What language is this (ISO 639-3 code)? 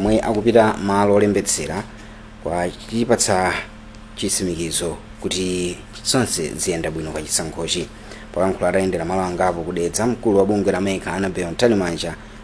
nya